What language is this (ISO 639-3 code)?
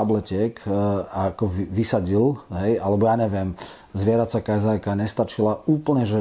slk